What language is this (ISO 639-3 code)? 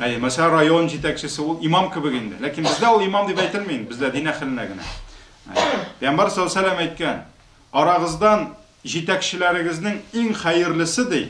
tat